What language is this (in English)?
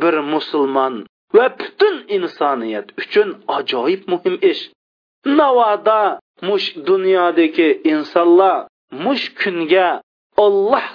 Uyghur